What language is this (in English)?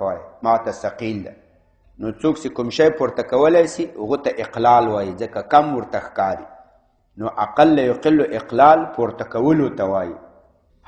Pashto